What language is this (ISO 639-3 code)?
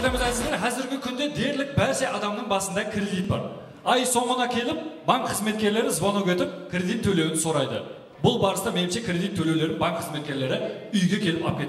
kaa